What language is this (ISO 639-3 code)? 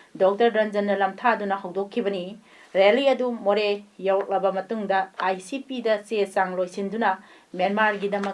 mni